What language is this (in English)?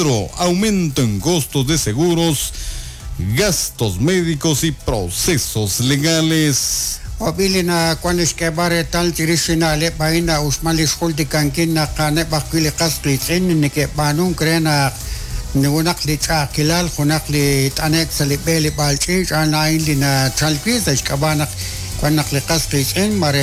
Kekchí